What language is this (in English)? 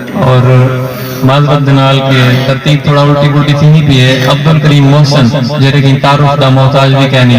Saraiki